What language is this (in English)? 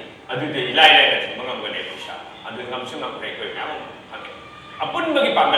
Manipuri